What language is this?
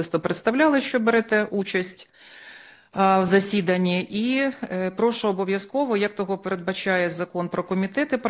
Ukrainian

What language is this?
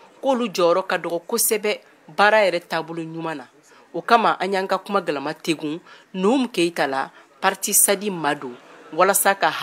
Bambara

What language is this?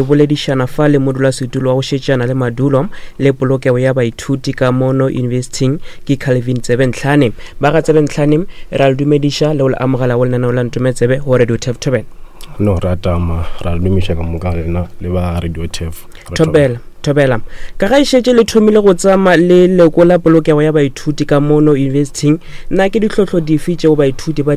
Northern Sotho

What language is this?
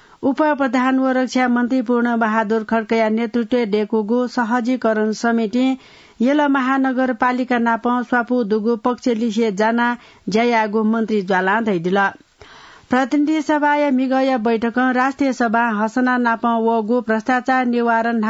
Newari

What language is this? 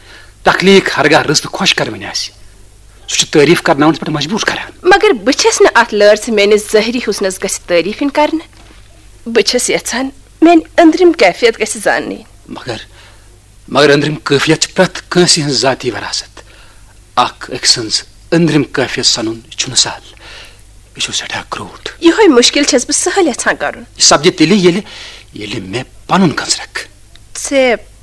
Kashmiri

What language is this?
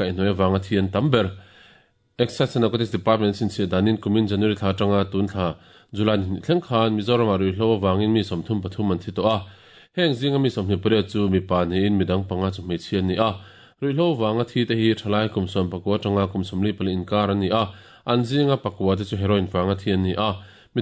Mizo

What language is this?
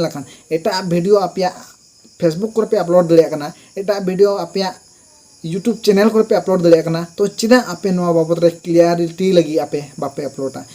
Santali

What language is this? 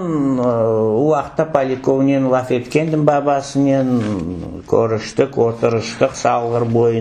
Crimean Tatar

